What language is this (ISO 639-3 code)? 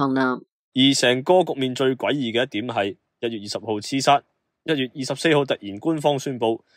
yue